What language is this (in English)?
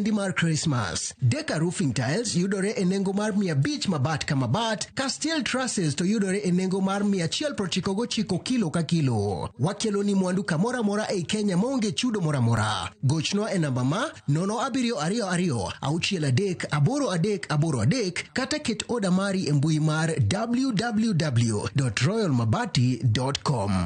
Luo (Kenya and Tanzania)